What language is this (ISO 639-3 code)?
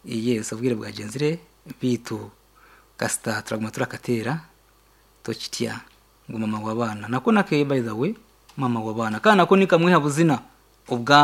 nyn